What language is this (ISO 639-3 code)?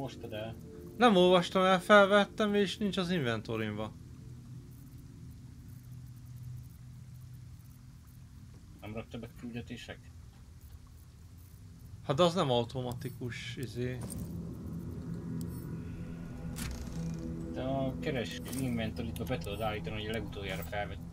hun